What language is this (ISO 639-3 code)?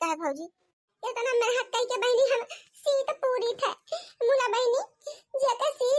awa